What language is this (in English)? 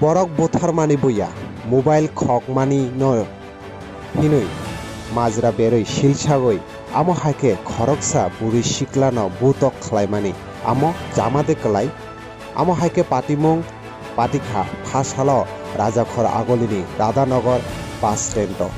Kok Borok